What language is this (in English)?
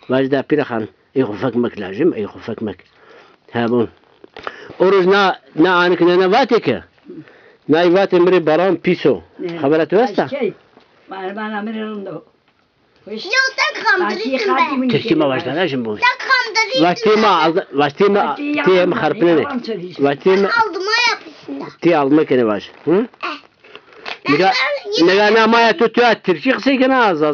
Zaza